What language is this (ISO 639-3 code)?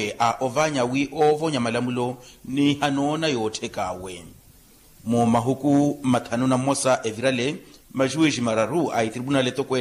vmw